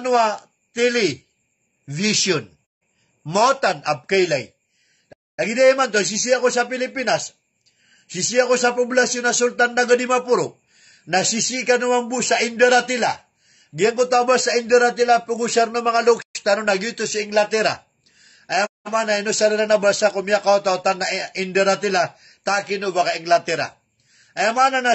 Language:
Maranao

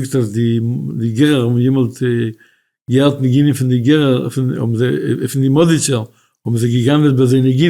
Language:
Yiddish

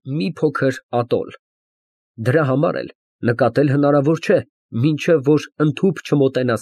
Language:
Armenian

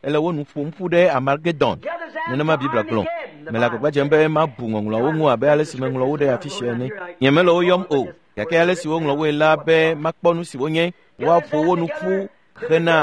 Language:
Ewe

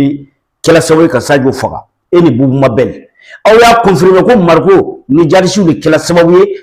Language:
Bambara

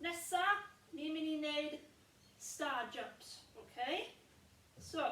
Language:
Welsh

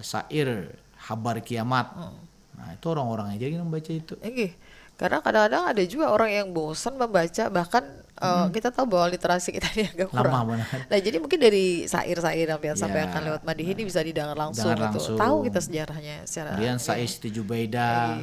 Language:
Banjar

